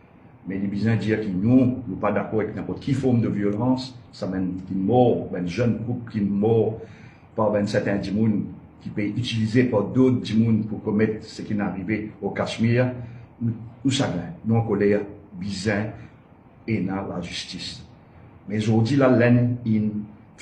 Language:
Morisyen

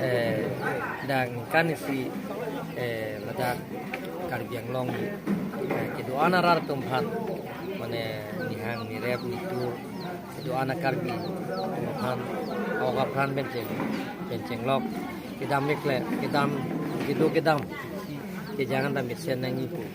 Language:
Karbi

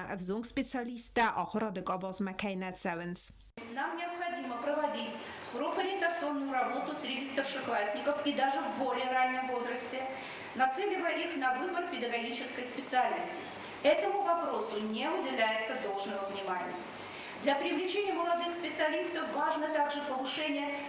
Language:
Ossetic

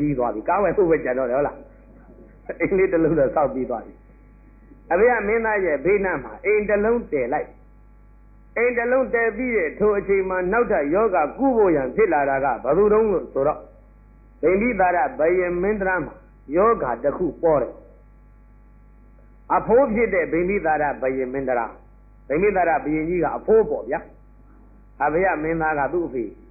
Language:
Burmese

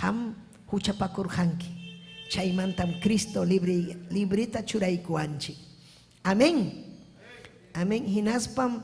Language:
Ayacucho Quechua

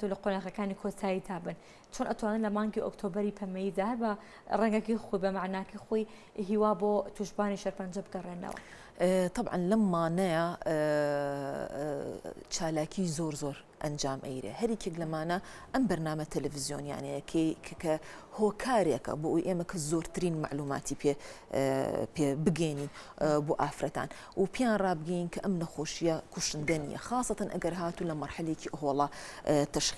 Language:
Central Kurdish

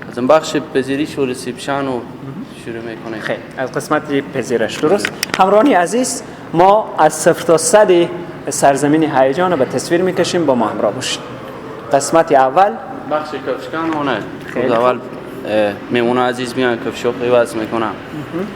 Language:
Persian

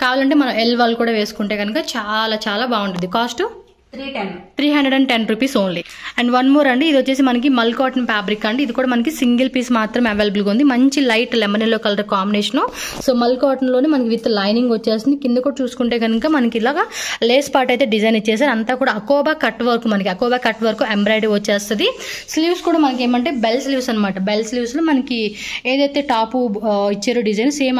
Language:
Telugu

